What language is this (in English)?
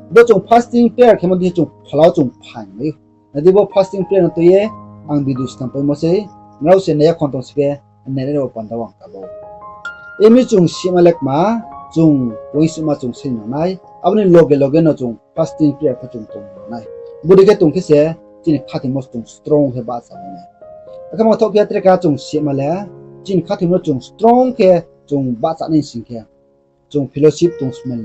Riang (India)